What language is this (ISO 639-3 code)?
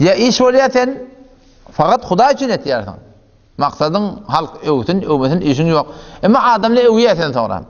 tuk